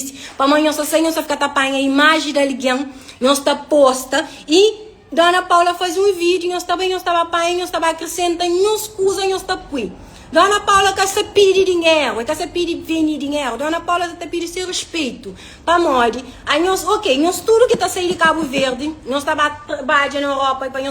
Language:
Kabuverdianu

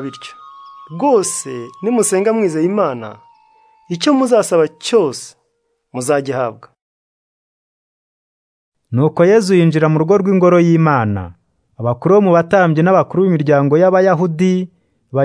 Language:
Kinyarwanda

